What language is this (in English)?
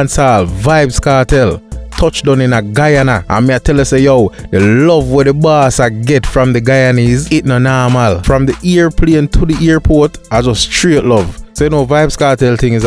Jamaican Creole English